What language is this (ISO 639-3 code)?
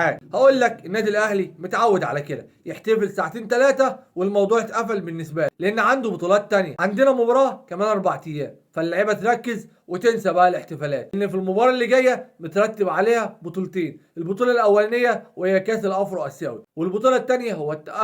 arz